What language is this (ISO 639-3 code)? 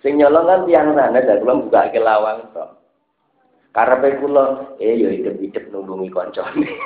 jav